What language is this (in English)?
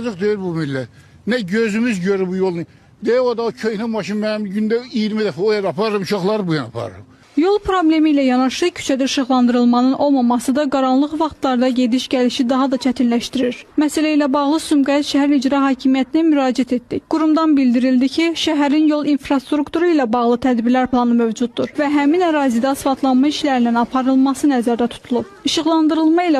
Azerbaijani